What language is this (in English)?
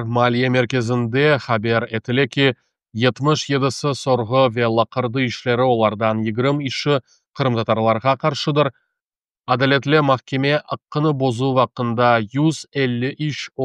Crimean Tatar